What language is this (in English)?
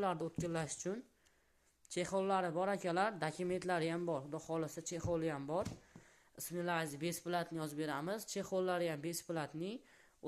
Uzbek